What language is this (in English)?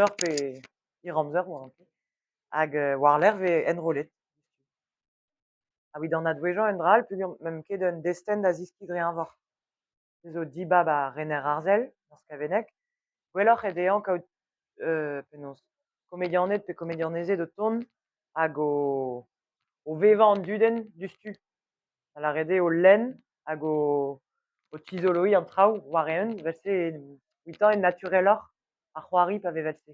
Breton